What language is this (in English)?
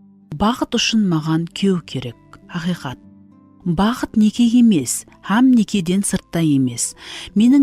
Kara-Kalpak